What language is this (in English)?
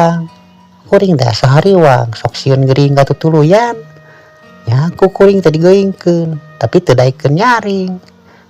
Sundanese